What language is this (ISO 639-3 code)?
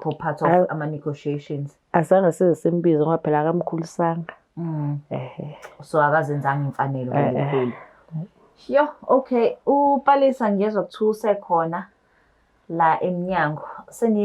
zul